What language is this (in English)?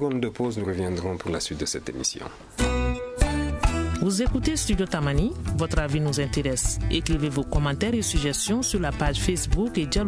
French